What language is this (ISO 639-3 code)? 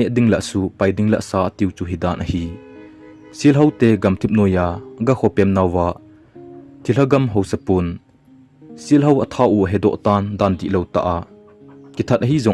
tcz